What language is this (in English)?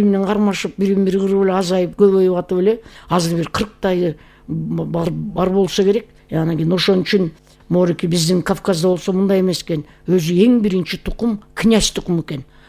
Kyrgyz